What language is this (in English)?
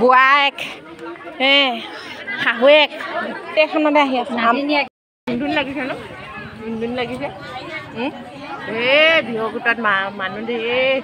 Assamese